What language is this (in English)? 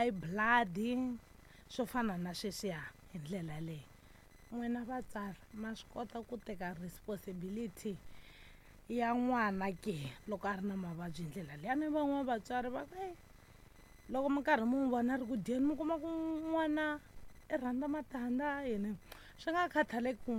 Tsonga